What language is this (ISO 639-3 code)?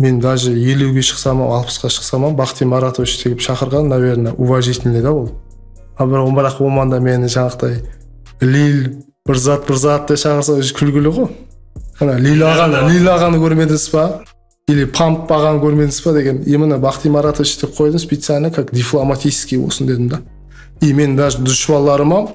kaa